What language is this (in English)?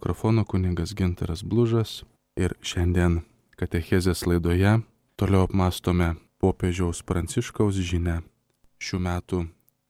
Lithuanian